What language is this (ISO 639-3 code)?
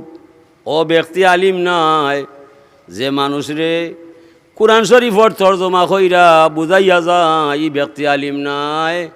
syl